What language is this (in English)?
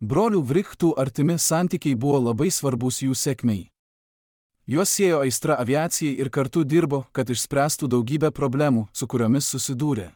Lithuanian